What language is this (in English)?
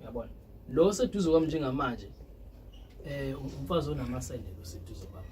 Zulu